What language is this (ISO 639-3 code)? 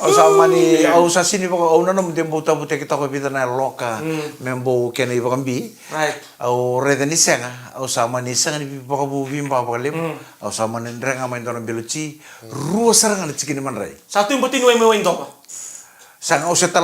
fij